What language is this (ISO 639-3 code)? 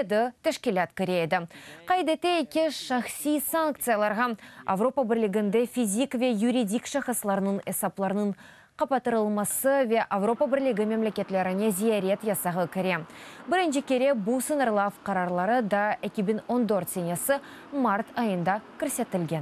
crh